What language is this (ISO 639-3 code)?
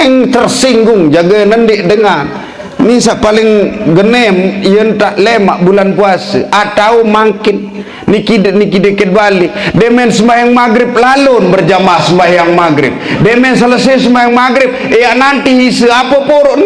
sas